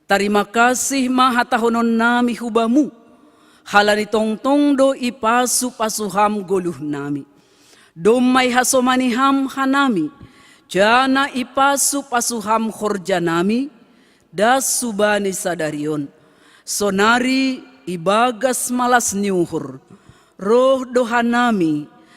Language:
Batak Simalungun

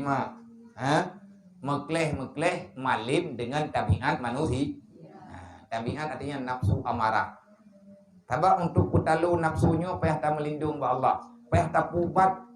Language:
Achinese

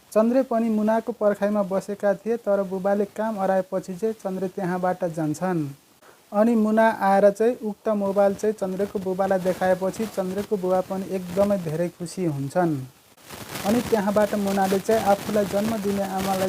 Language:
Nepali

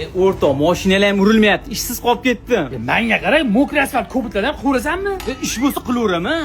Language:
Uzbek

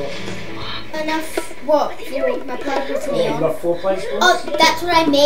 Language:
English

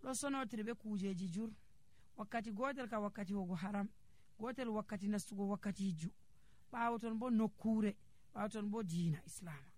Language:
Nigerian Fulfulde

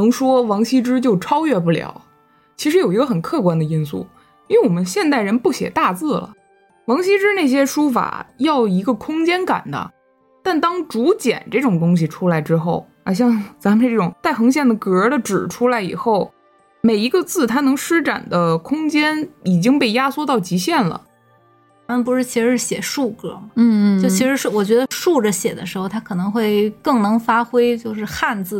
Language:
Chinese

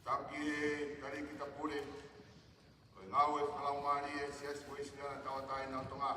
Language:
Tongan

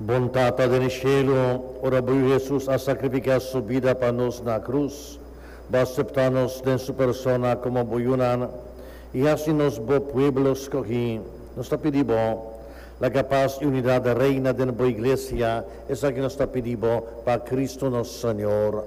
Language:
Papiamento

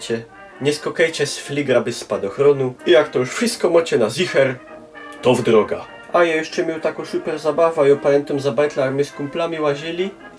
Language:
Silesian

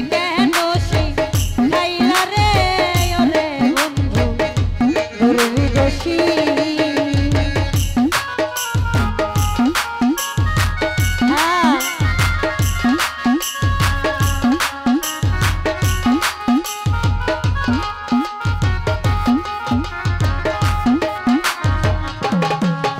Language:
Bangla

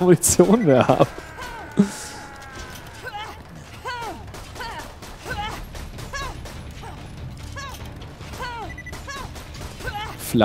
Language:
German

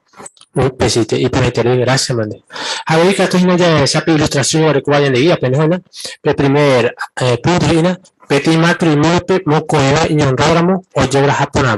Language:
Guarani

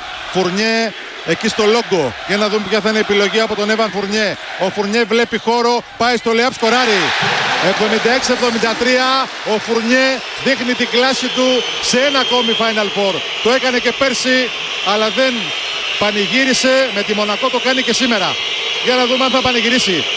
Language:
Greek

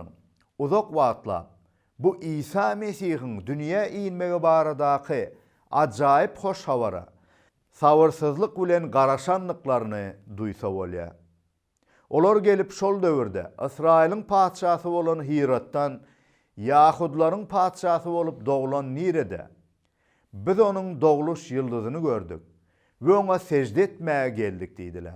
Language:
Turkmen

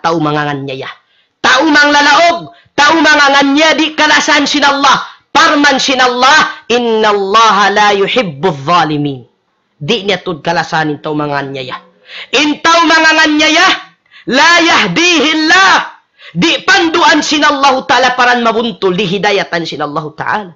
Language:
Tausug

